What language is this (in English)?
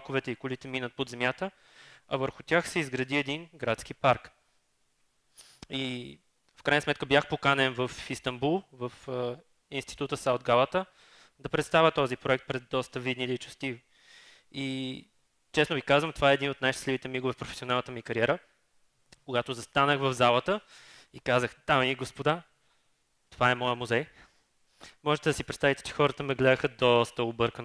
Bulgarian